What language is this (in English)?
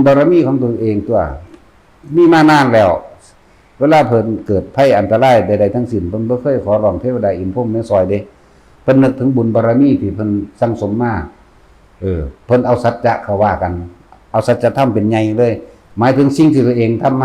Northeastern Thai